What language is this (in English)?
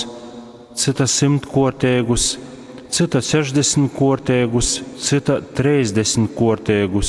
Latgalian